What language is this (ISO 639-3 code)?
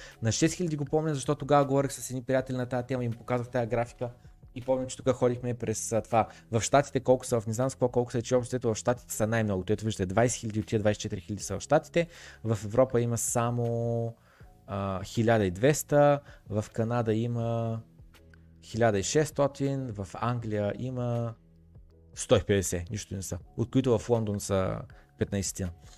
bul